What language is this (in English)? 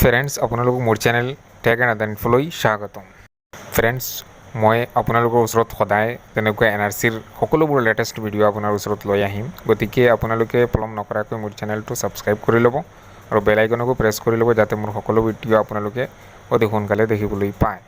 Assamese